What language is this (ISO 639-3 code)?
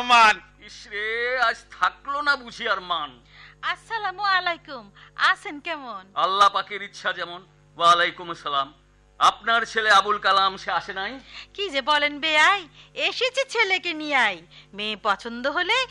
ben